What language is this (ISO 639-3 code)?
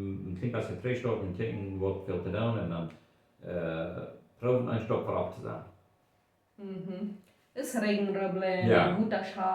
pdt